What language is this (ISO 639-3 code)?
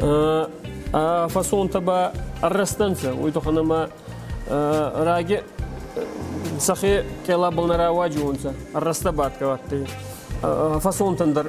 oss